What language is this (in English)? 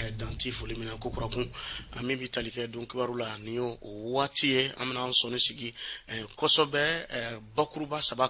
Bambara